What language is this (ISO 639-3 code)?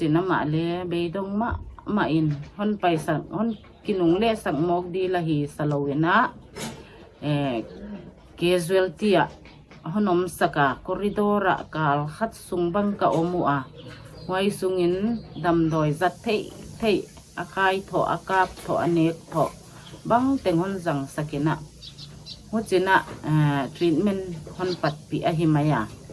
pck